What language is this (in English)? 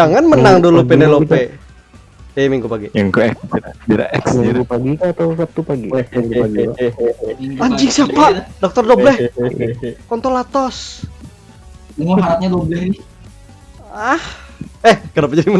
Banjar